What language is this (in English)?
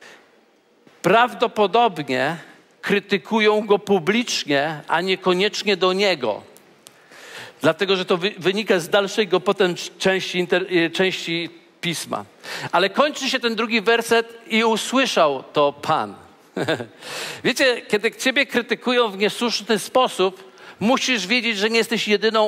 Polish